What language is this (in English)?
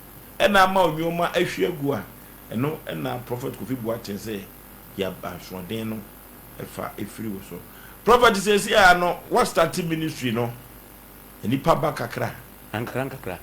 Akan